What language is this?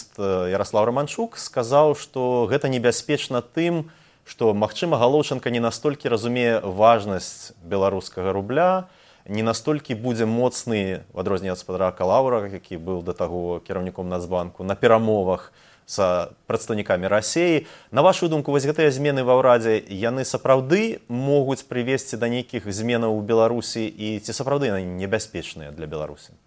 Belarusian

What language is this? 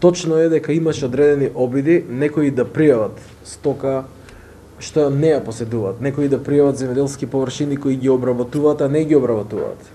Macedonian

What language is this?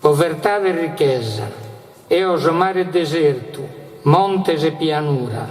Sardinian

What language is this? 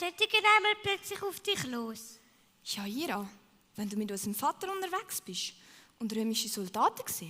Swiss German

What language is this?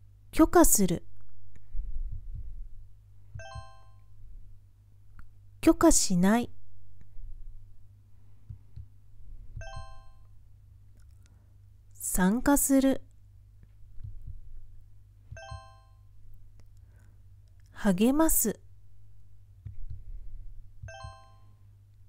Japanese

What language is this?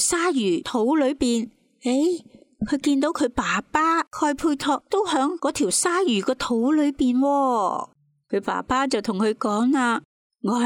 Cantonese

